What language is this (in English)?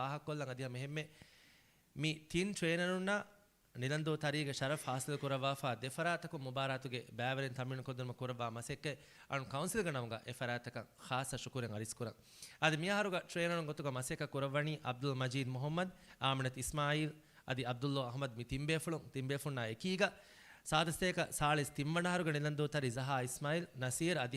Divehi